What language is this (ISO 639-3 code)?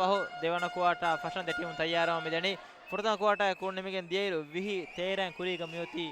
div